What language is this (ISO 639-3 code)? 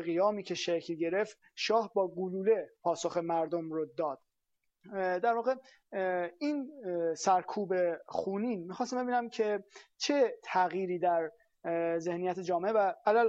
fas